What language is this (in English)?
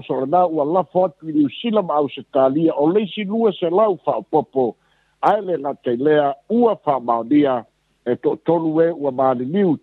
Samoan